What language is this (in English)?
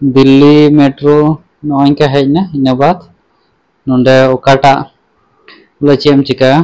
Santali